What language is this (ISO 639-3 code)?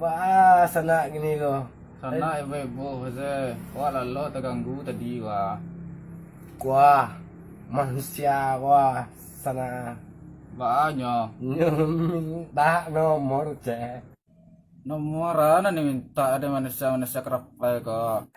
min